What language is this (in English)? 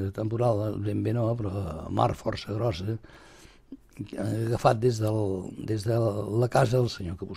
Catalan